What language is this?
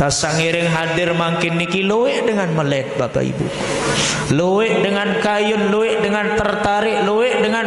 Sasak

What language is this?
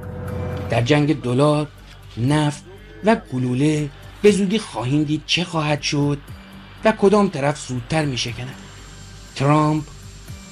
Persian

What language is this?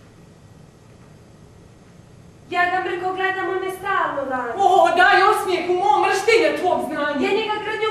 Croatian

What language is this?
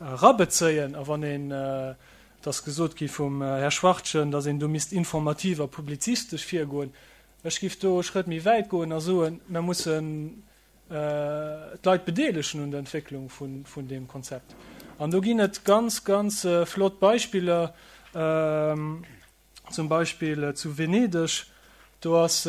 Luxembourgish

